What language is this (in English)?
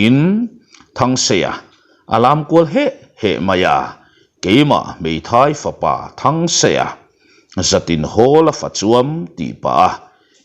Mizo